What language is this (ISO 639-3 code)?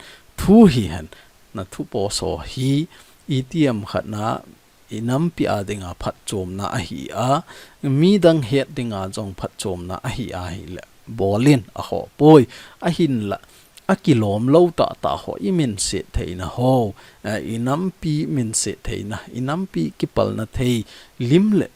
tcz